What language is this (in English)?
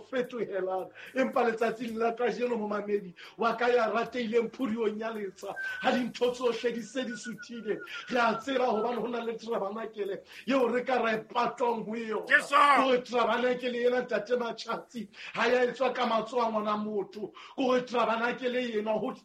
Southern Sotho